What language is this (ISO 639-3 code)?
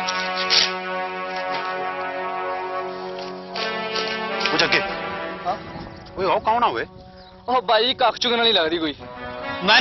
pan